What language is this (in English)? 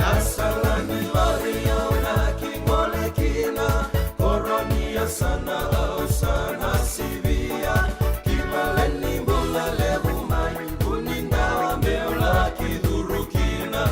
Fijian